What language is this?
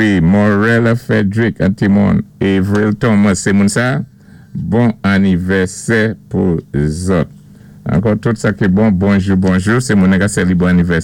Saint Lucian Creole French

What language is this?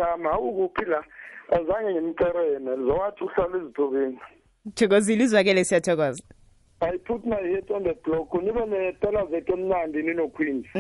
South Ndebele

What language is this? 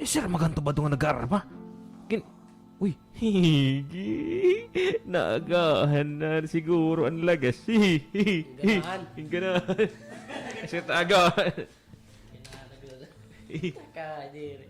Waray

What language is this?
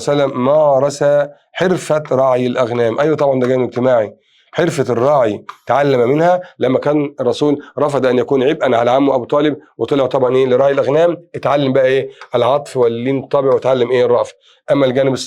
Egyptian Arabic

